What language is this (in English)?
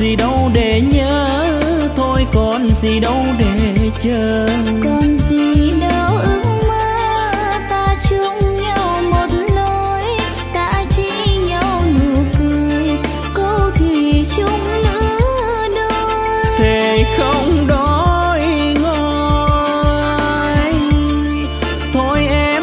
Vietnamese